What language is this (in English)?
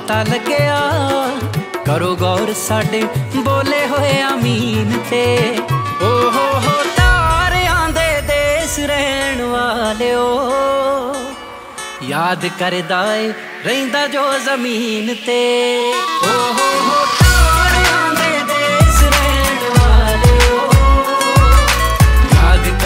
Punjabi